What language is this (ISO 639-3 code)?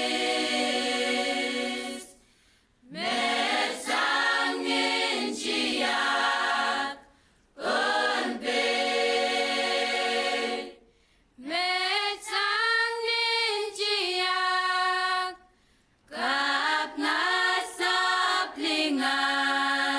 pon